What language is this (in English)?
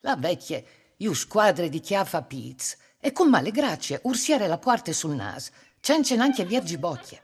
Friulian